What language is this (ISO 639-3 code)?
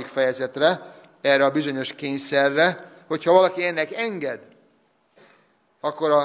hun